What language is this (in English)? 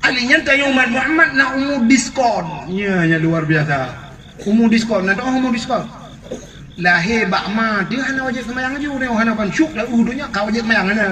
Achinese